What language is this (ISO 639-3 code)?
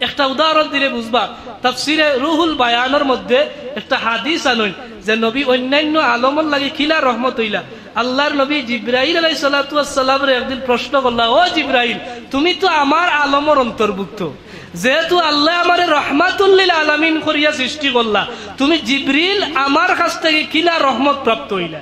syl